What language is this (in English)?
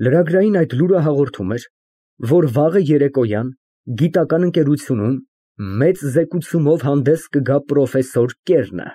Armenian